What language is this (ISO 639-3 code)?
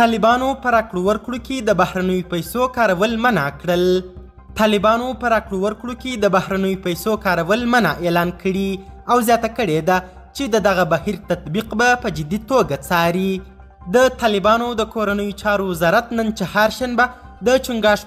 pus